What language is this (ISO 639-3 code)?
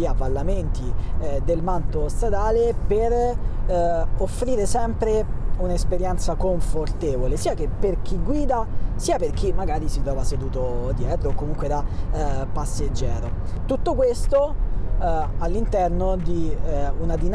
ita